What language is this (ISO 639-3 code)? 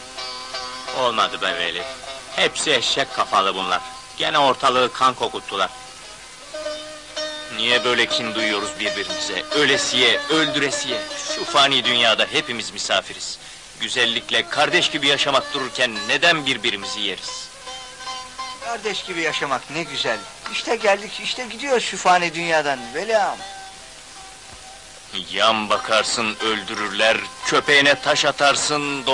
tur